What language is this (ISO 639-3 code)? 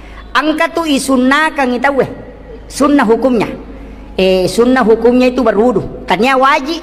bug